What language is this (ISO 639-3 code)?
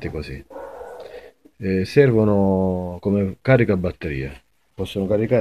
ita